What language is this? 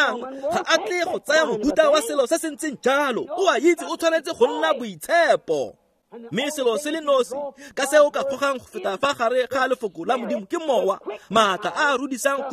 Tswana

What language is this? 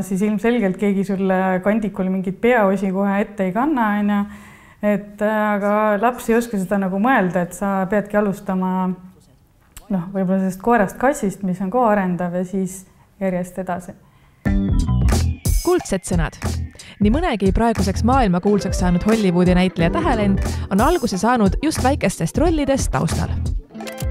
Estonian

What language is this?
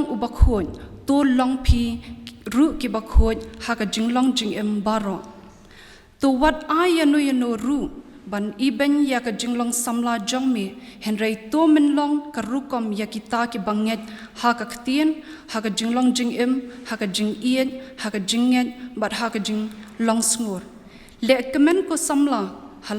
Khasi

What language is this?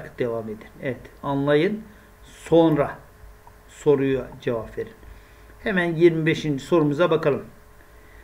Turkish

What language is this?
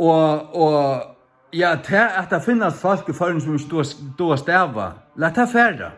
Faroese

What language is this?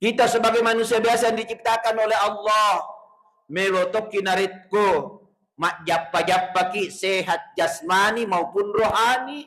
Buginese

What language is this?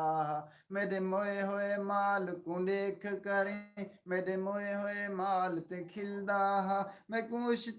Saraiki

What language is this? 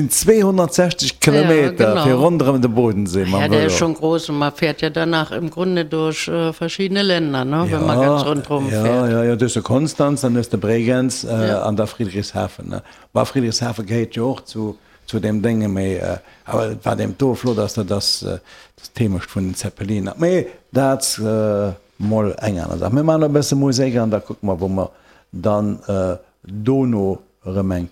Luxembourgish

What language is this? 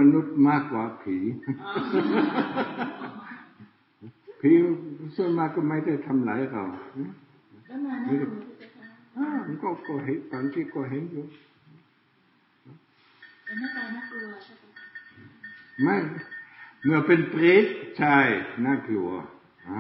Thai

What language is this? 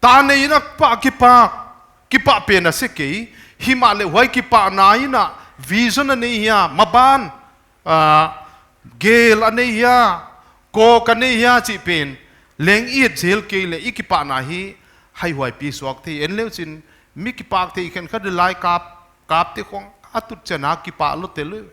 Paite Chin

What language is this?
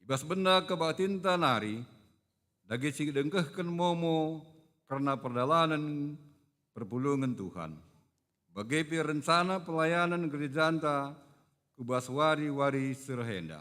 Batak Karo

